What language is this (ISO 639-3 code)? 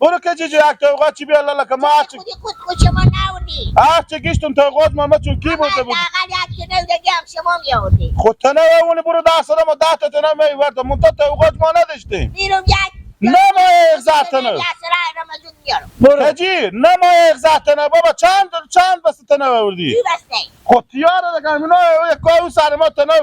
fas